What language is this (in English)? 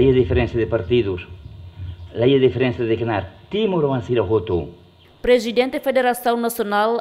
Tetum